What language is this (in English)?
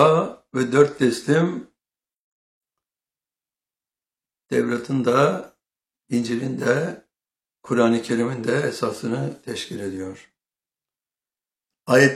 Turkish